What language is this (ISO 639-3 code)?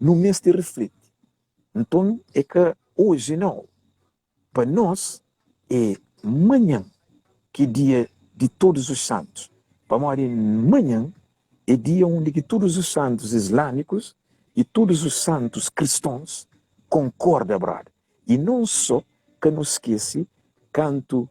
kea